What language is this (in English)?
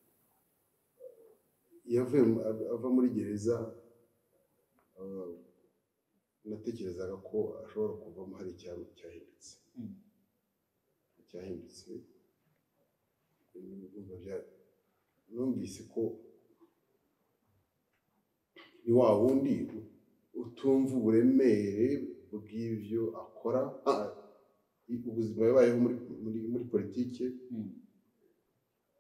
Kinyarwanda